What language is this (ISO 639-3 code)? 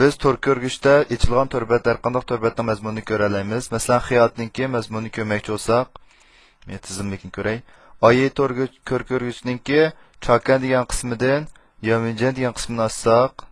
uig